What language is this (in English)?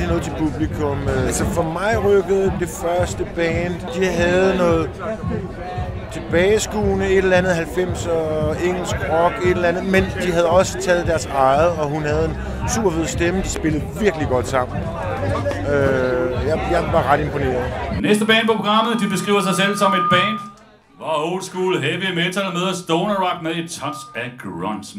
Danish